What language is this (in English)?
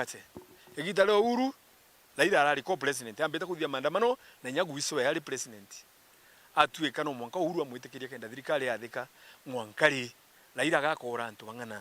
Meru